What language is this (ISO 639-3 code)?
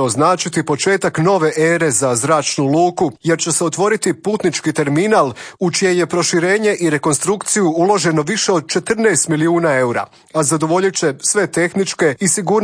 hrv